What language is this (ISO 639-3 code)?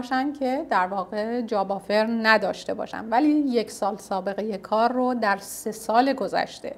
fas